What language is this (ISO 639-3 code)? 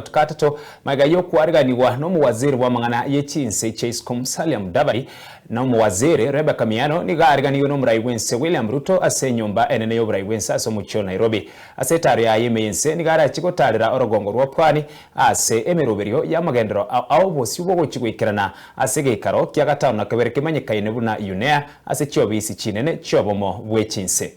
guz